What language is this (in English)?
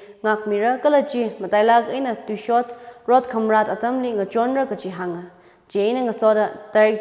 Tangkhul Naga (India)